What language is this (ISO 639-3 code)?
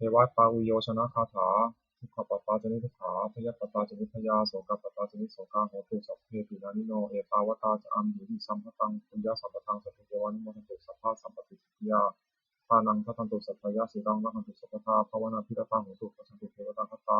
pli